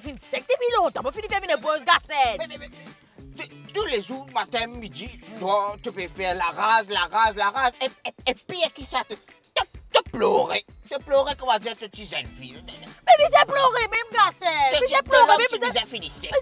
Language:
Morisyen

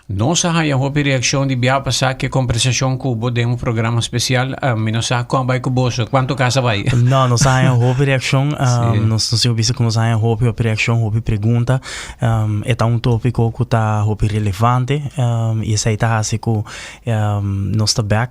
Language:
Papiamento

